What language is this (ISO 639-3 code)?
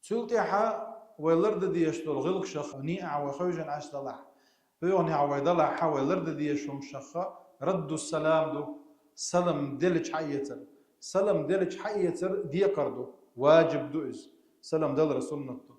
che